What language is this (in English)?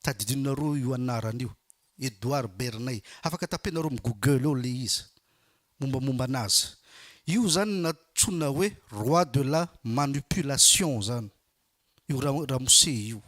Malagasy